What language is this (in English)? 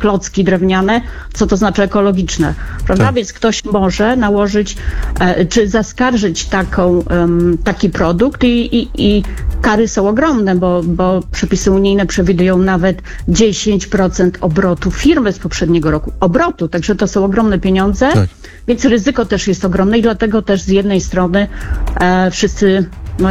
Polish